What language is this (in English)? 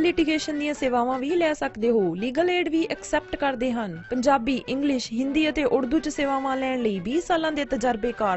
Punjabi